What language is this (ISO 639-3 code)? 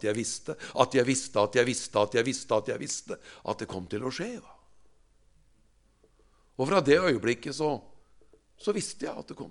nor